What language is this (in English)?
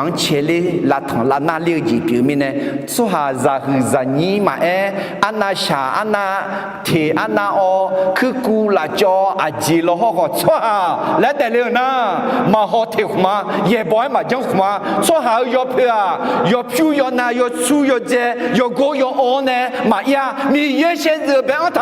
Akha